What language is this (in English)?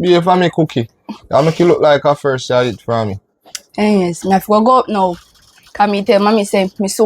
Jamaican Creole English